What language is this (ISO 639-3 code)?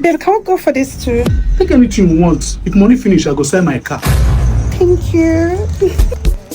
pcm